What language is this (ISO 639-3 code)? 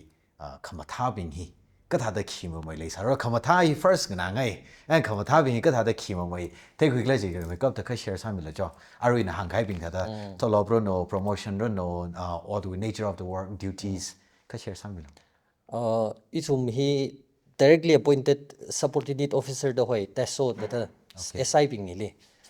nmf